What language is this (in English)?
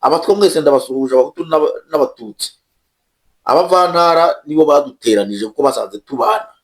Kinyarwanda